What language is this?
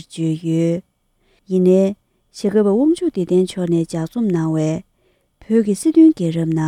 Tibetan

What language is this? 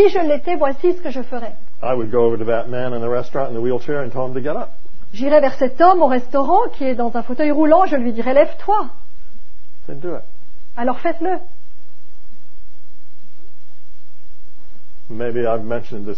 French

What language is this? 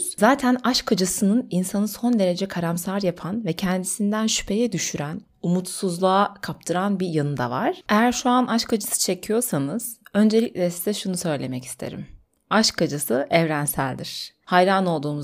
Turkish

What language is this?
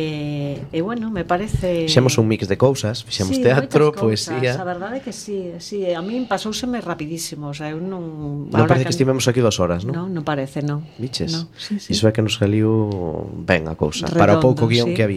Galician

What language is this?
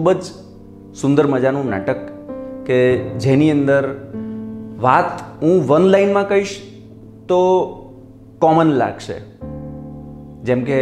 Gujarati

